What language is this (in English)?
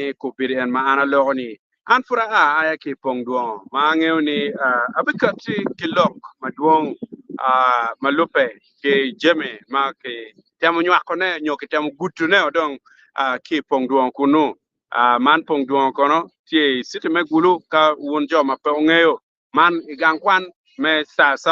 Acoli